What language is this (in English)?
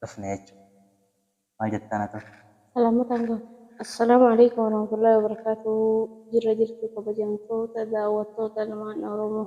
Oromo